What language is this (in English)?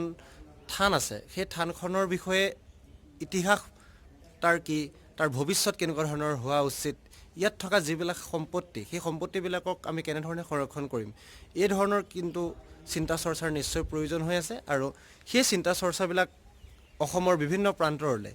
Assamese